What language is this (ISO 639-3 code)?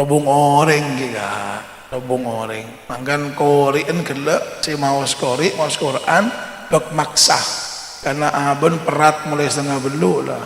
mad